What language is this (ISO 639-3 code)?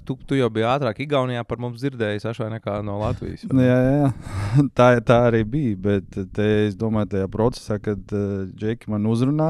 lav